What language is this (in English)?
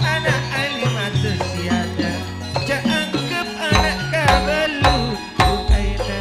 Madurese